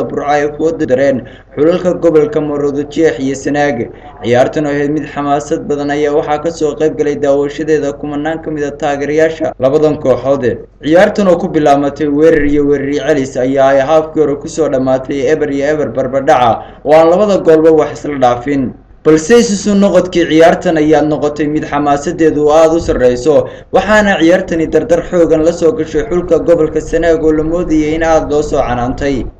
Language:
Somali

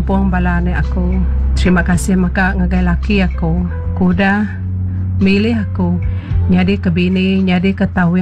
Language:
Iban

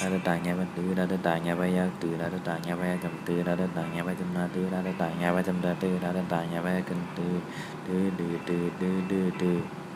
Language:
Shan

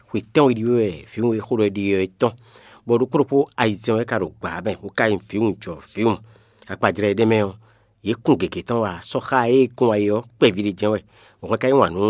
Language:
Fon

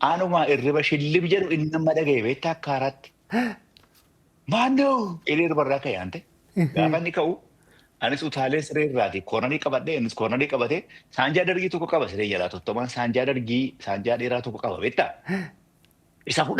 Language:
Oromo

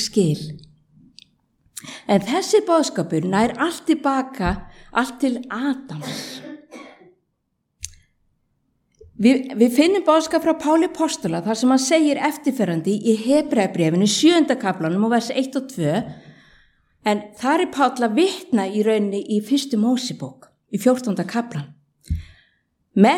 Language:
Icelandic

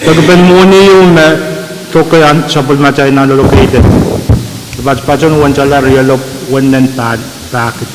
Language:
Pohnpeian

